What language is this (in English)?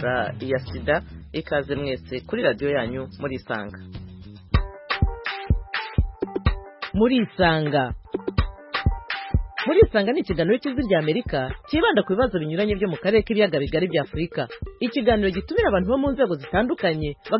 Kinyarwanda